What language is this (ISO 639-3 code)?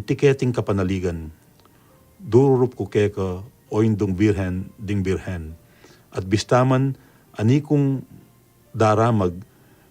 pam